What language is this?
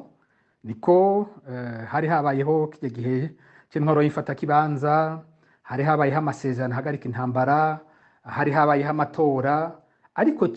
Rundi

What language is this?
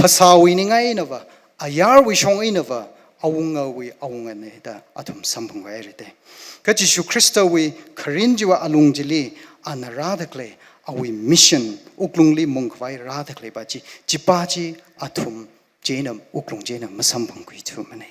Tangkhul Naga (India)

